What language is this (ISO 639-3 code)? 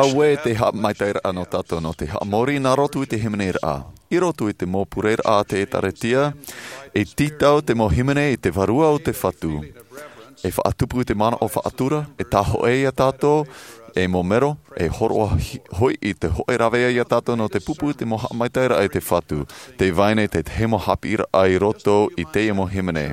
tah